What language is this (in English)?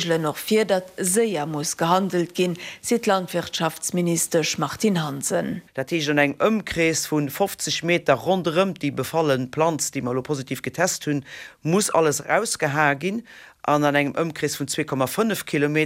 Luxembourgish